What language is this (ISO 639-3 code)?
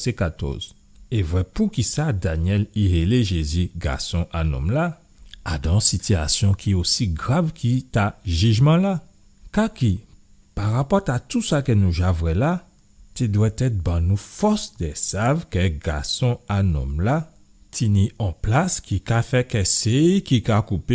gcf